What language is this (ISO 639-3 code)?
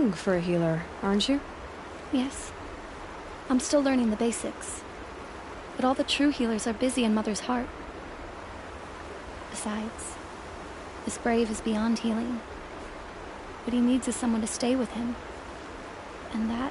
eng